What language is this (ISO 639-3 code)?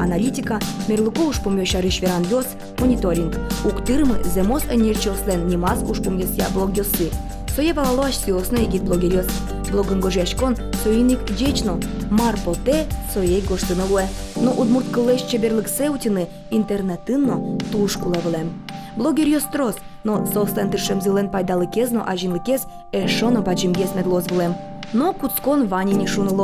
udm